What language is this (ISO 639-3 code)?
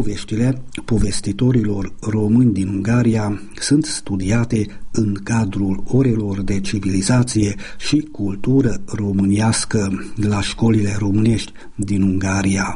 ron